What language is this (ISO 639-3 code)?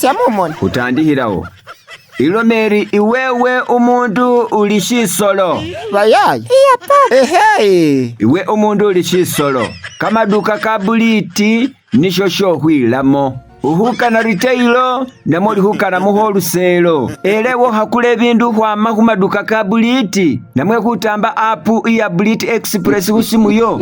myx